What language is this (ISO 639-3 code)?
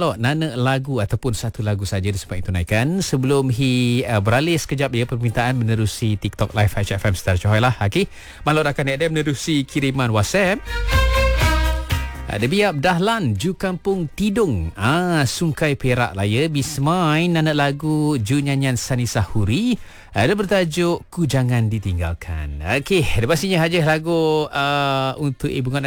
msa